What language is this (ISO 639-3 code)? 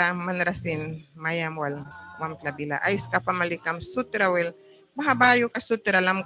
miq